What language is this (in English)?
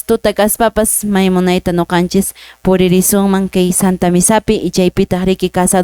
Quechua